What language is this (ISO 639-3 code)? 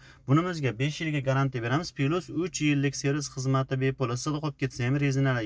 uzb